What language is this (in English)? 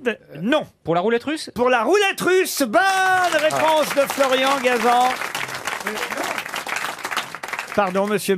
French